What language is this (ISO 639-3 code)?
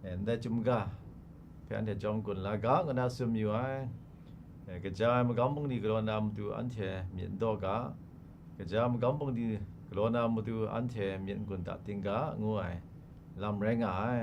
kac